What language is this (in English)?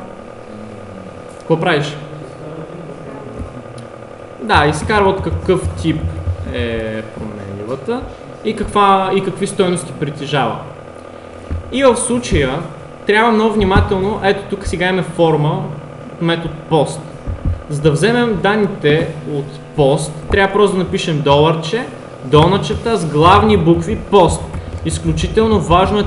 Bulgarian